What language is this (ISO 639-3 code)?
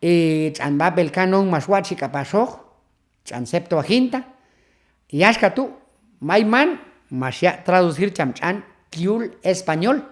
kjb